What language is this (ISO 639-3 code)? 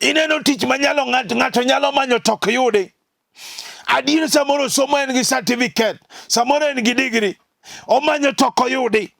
luo